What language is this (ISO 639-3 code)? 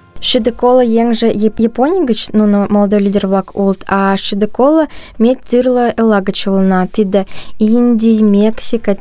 chm